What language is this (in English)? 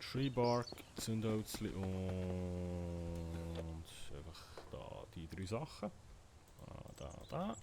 Swiss German